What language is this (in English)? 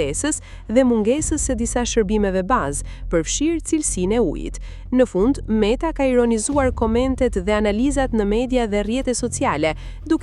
Albanian